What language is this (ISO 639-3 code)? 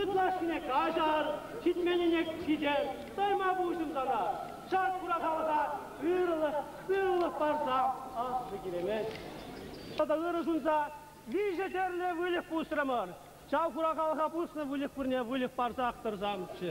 chv